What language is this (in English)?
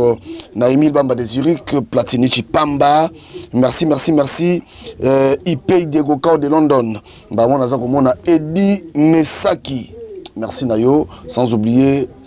Lingala